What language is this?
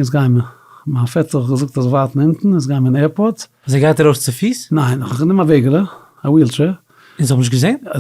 Yiddish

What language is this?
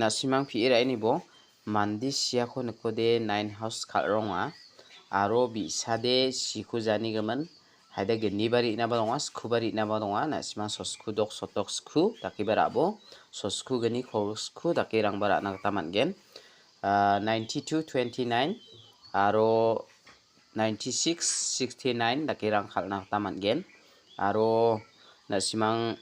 Garo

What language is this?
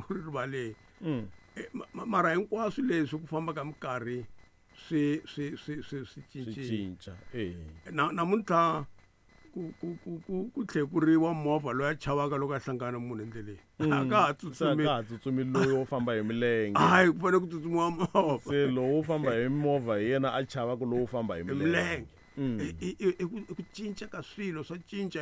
Tsonga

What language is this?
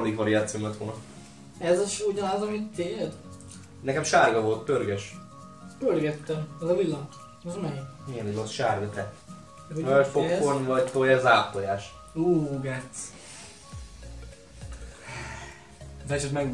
Hungarian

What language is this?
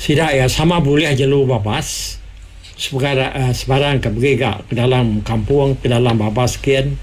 Iban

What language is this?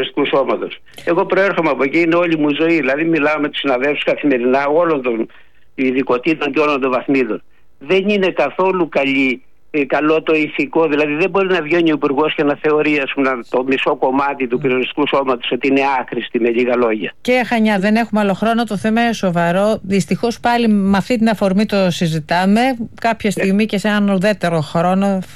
Greek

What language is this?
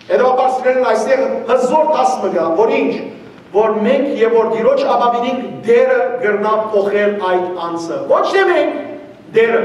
Western Armenian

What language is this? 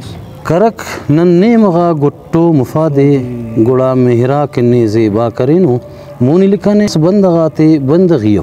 Brahui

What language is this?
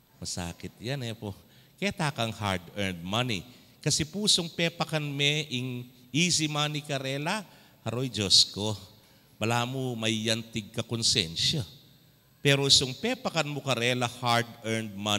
Pampanga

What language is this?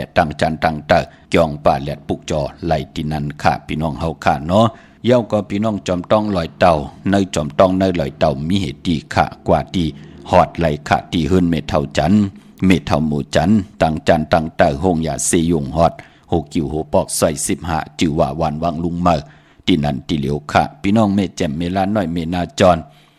Shan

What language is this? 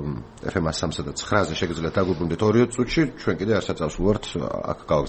Georgian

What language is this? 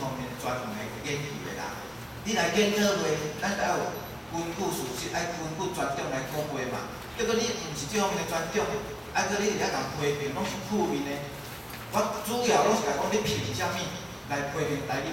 Min Nan Chinese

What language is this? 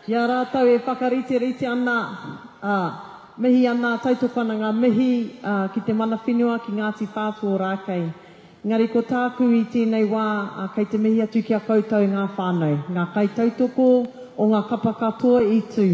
Māori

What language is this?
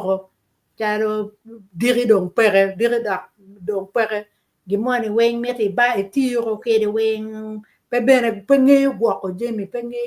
Acoli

